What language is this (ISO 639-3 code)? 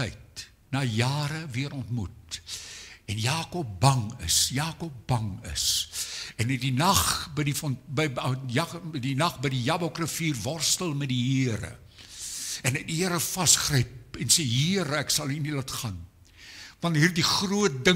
afr